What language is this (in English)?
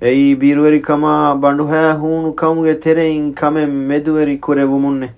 Divehi